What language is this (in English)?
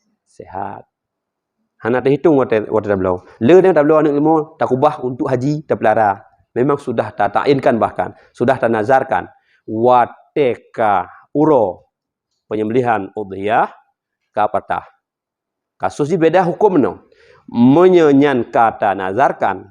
Achinese